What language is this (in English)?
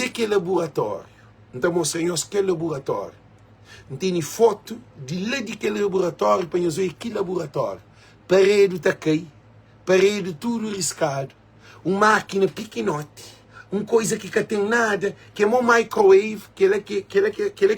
Kabuverdianu